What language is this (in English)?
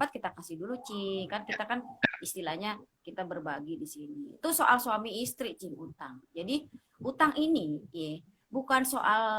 Betawi